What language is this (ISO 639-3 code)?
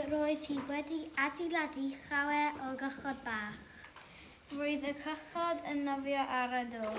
cym